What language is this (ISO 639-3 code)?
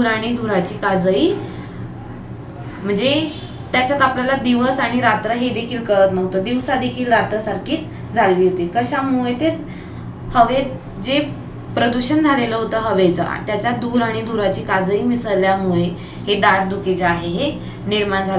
mar